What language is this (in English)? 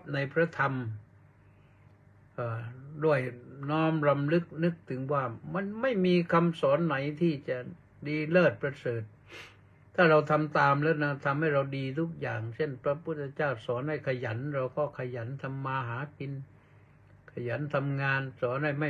Thai